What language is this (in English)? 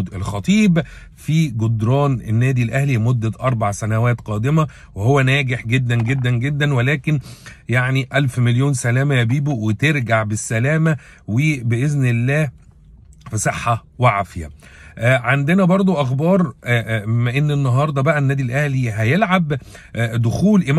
Egyptian Arabic